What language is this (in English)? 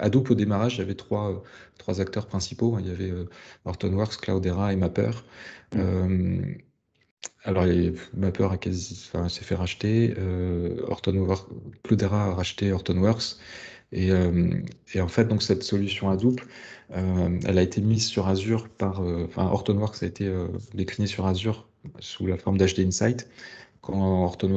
French